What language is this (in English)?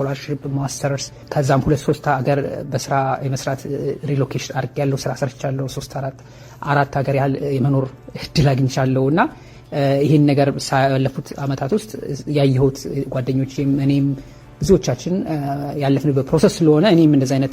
Amharic